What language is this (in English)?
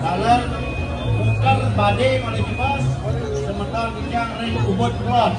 Balinese